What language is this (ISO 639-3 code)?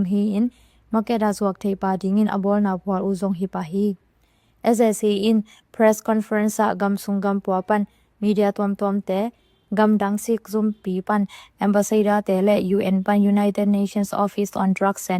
ctd